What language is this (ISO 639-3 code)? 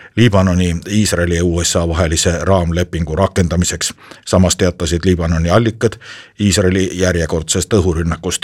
est